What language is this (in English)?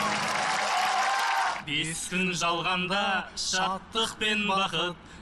Kazakh